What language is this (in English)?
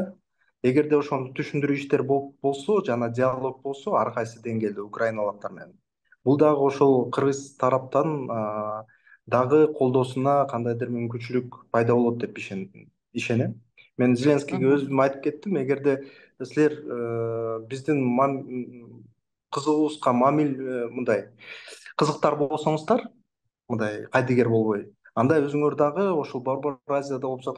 Kyrgyz